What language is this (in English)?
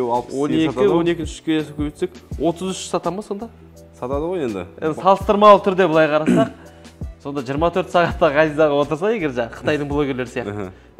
Kazakh